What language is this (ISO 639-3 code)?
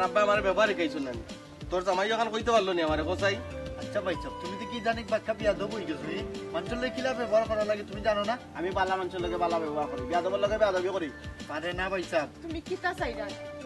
syl